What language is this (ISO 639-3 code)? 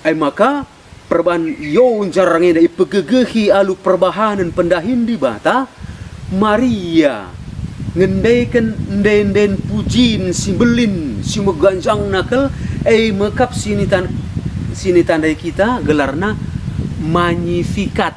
btx